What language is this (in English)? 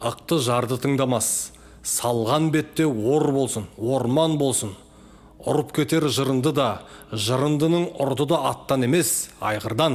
Kazakh